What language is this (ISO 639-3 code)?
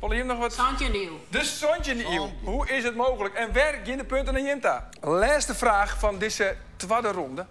fry